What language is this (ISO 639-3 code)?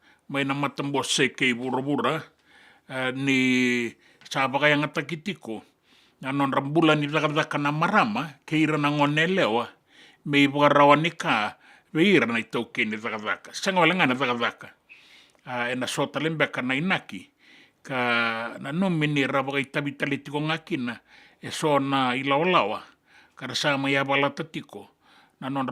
fij